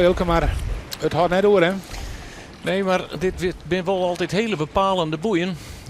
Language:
Western Frisian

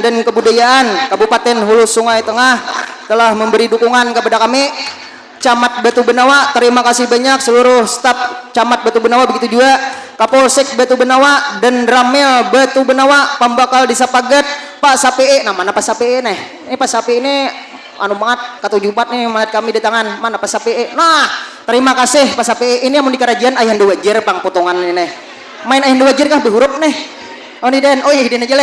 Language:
Banjar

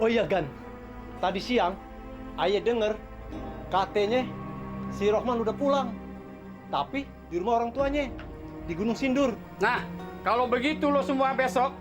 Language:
Betawi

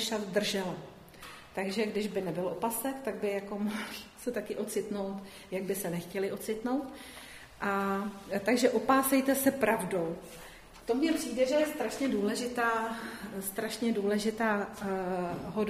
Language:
Czech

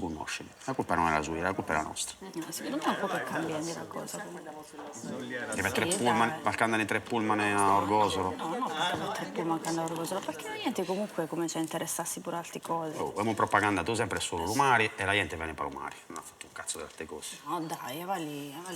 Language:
Sardinian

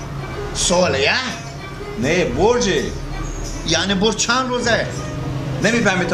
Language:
Persian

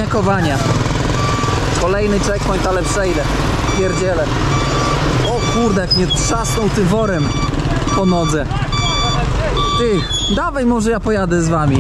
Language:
Polish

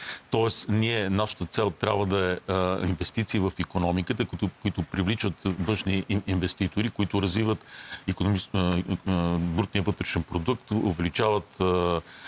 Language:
Bulgarian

